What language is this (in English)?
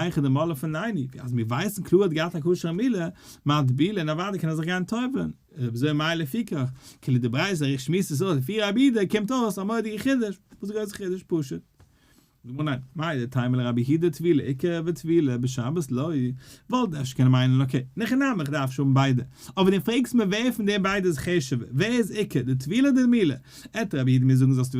Yiddish